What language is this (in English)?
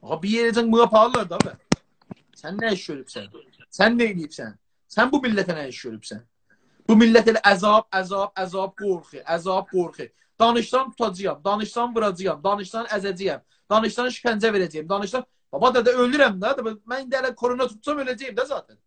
South Azerbaijani